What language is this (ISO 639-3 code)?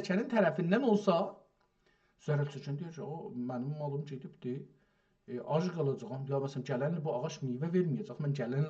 azb